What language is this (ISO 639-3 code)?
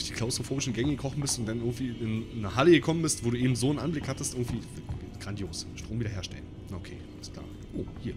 deu